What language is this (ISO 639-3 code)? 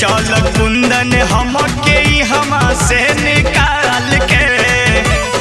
bho